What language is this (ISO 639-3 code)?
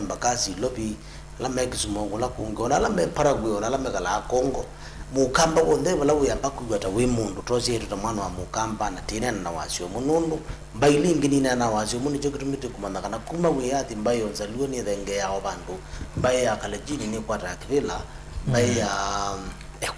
kam